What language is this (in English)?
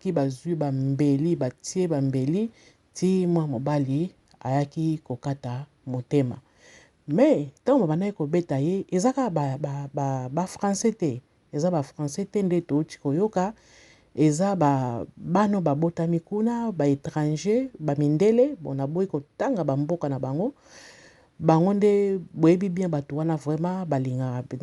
Lingala